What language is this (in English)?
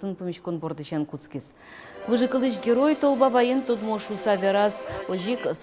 Udmurt